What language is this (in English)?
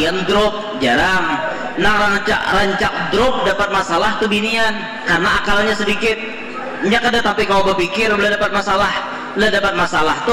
Banjar